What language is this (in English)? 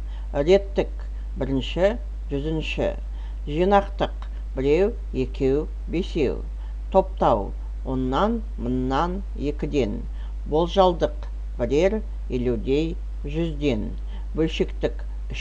Kazakh